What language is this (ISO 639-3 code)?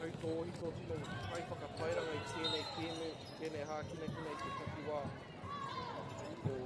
mri